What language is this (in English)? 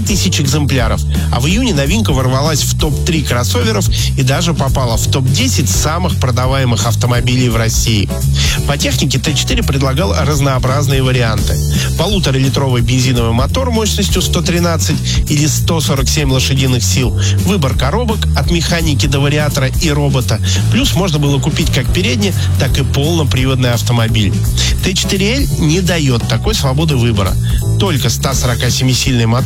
Russian